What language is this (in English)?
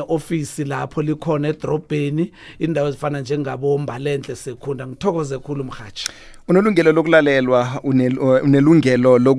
South Ndebele